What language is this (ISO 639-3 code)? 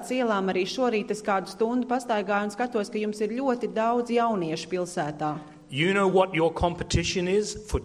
lav